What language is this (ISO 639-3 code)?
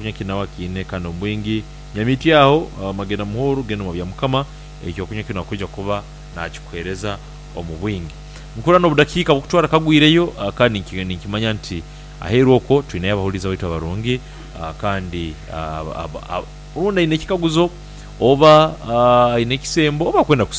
nyo